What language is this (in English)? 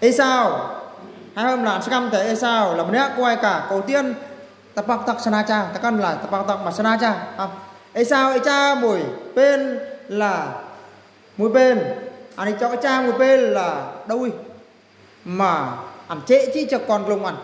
Eastern Bru